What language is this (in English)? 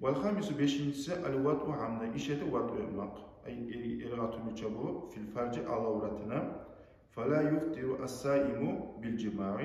Kumyk